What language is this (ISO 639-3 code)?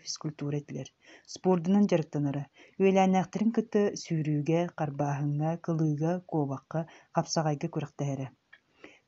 sah